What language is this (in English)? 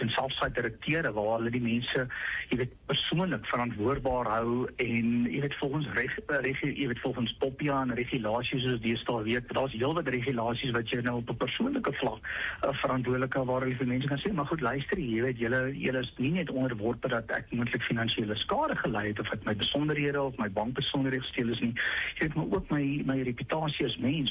Afrikaans